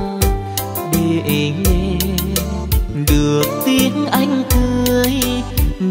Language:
Vietnamese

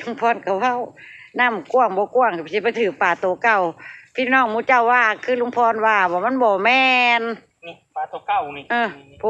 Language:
Northeastern Thai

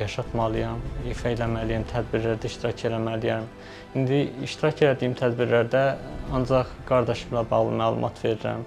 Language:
Azerbaijani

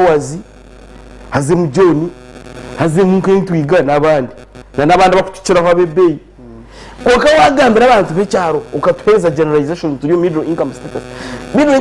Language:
Nyankole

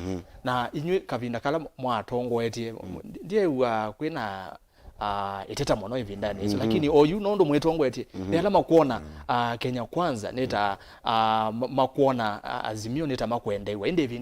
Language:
Kamba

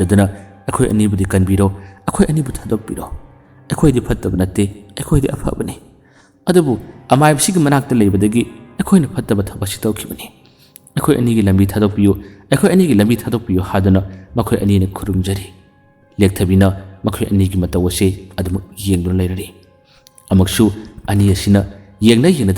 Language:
Manipuri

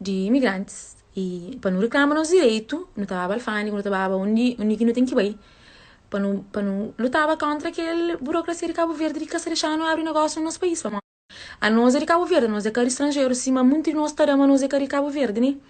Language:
Kabuverdianu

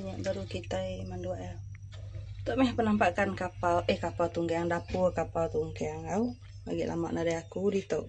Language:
Iban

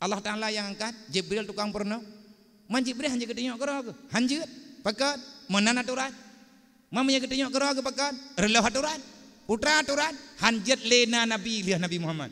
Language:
Achinese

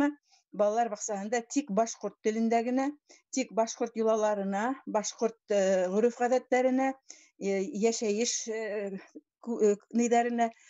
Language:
Bashkir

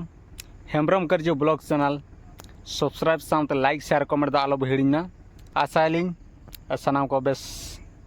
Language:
Santali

